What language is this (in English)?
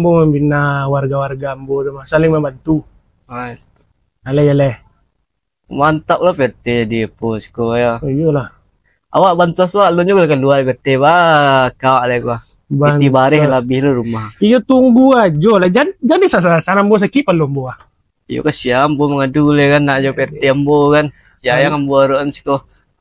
Minangkabau